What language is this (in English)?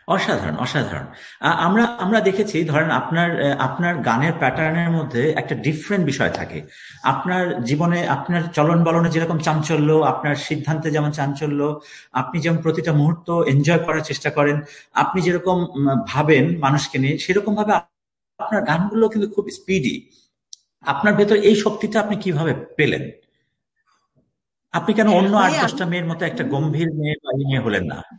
Bangla